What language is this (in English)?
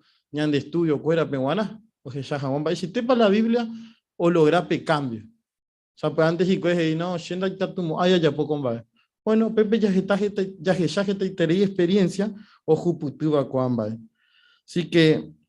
Guarani